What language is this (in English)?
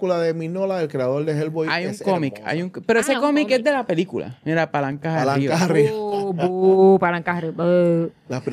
Spanish